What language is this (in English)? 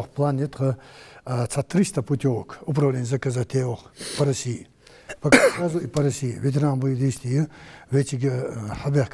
Ingush